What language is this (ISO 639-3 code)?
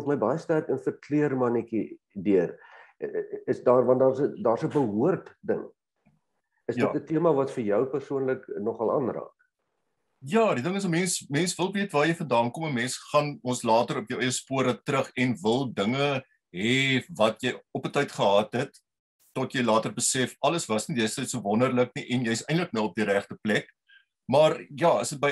afr